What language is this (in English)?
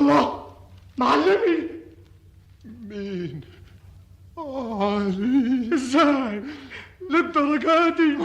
Egyptian Arabic